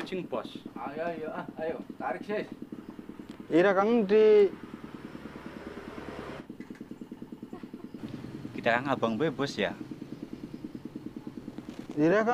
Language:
Javanese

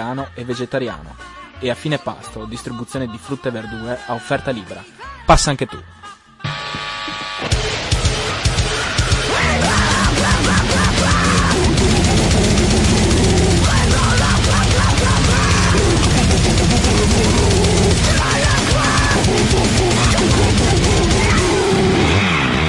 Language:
Italian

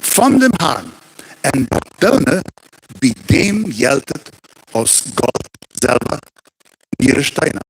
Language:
Plautdietsch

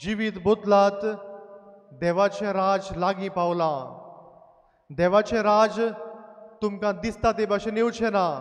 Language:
Konkani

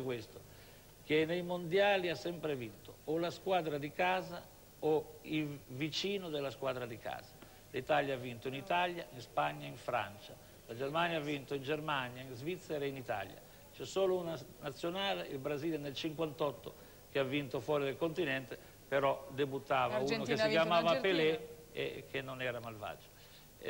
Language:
Italian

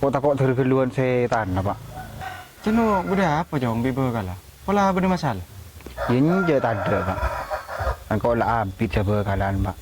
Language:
Madurese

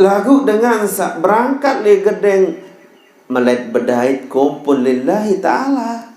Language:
Sasak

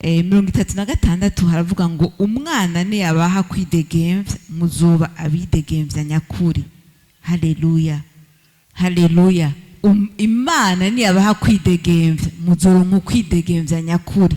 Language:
Rundi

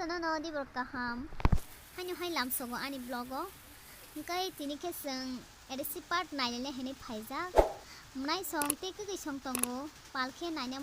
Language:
Kok Borok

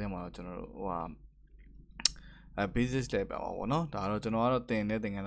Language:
Burmese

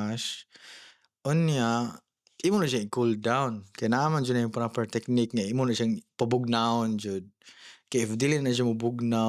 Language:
Cebuano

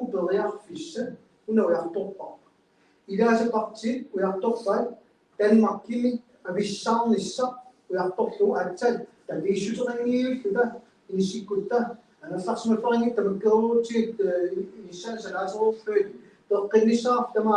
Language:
Kalaallisut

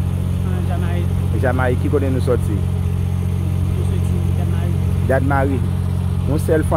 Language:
Haitian Creole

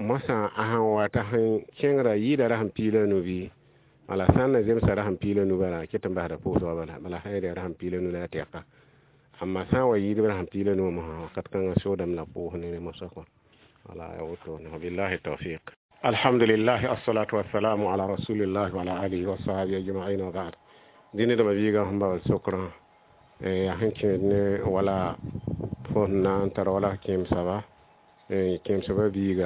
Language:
Mossi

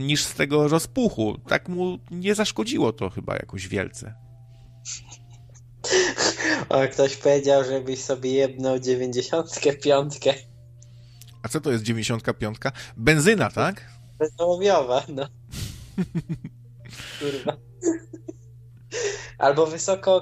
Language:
Polish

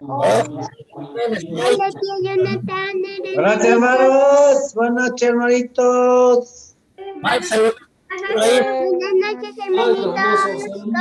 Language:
Quechua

